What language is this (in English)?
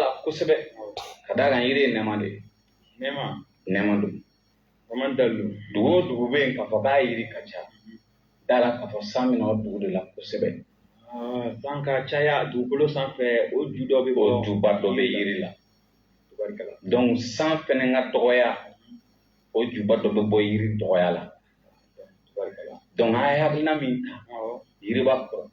Bambara